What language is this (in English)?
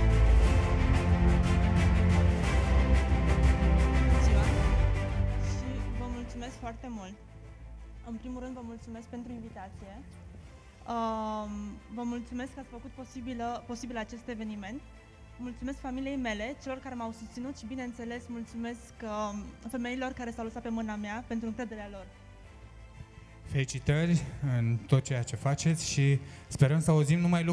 Romanian